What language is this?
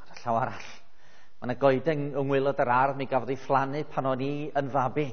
Welsh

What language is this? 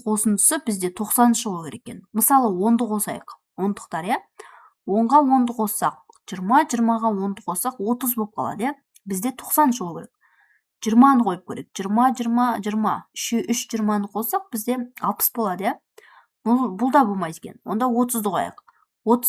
Kazakh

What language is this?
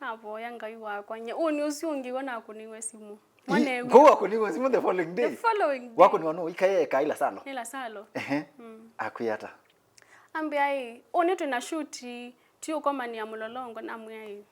Kamba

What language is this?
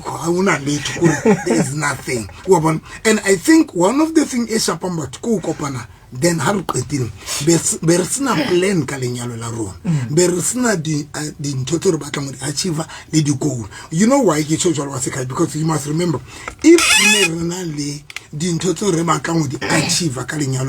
Southern Sotho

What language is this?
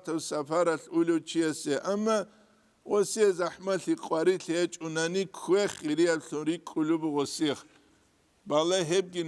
Avaric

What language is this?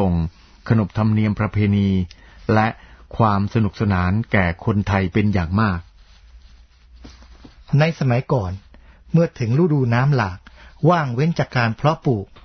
Thai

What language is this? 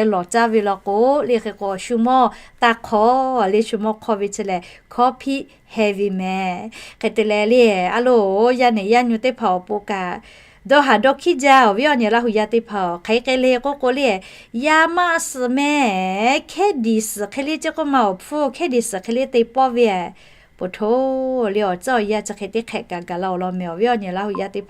Lahu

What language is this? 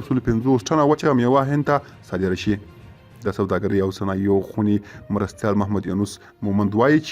Pashto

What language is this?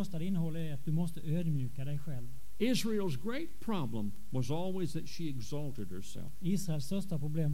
Swedish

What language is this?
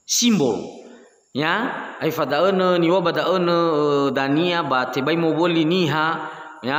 Nias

